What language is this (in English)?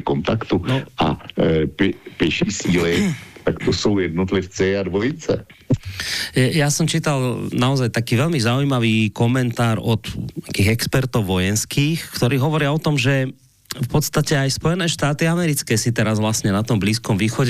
Slovak